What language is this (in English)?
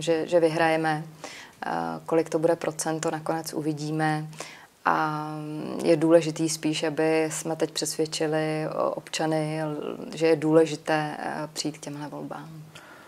Czech